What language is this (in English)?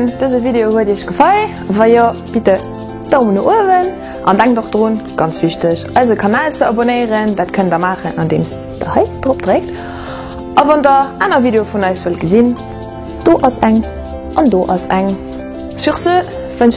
Luxembourgish